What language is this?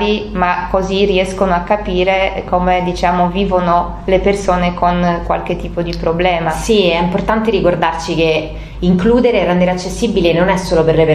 Italian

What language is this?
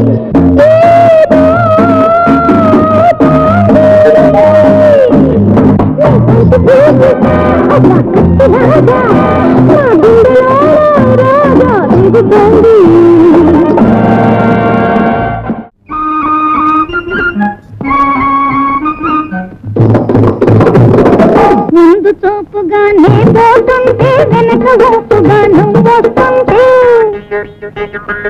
Telugu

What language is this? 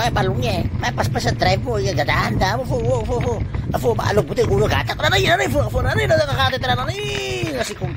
Itawit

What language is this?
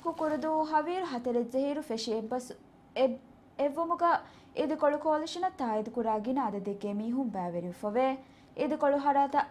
Divehi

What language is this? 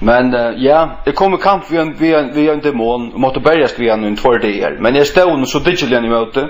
Faroese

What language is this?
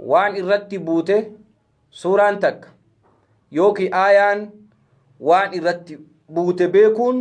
Oromo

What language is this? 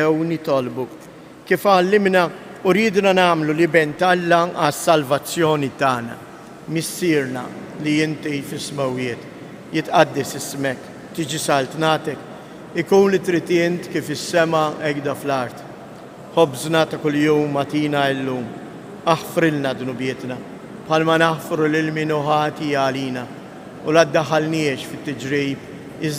Maltese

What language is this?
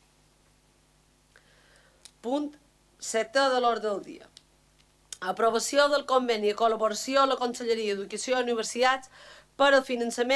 Catalan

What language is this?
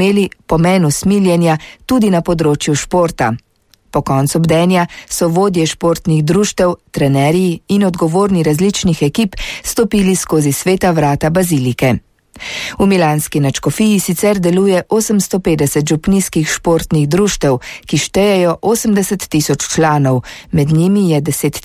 Slovenian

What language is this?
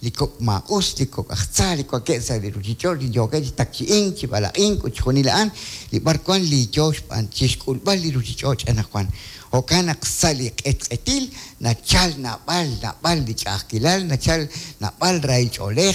Kekchí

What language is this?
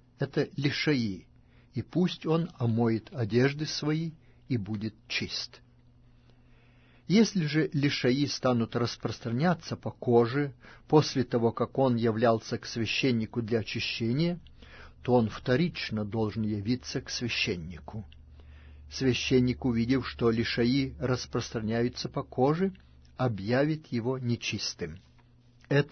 Russian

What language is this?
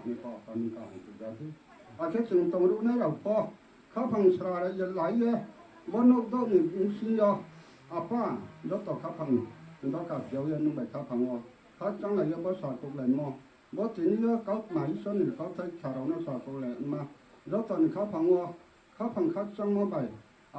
Riang (India)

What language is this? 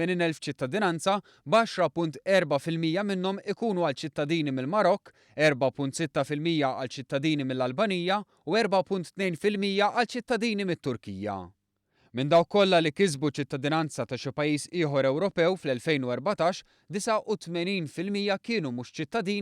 Maltese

